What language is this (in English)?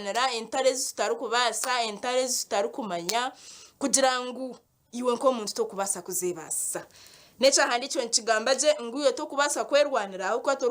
Nyankole